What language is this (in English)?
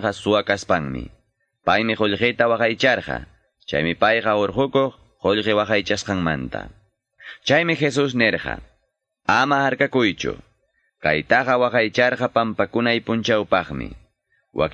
Quechua